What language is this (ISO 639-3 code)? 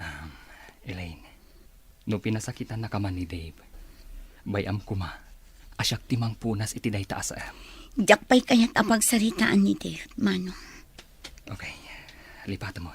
ilo